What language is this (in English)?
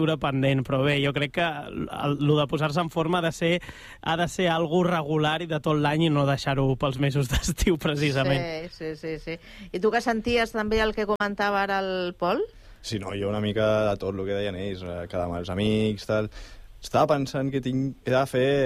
Catalan